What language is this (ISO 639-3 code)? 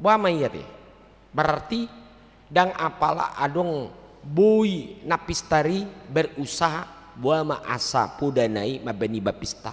bbc